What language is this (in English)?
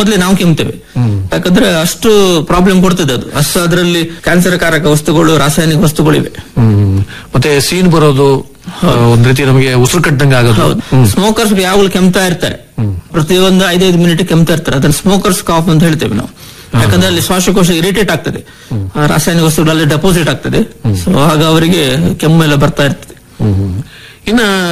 Kannada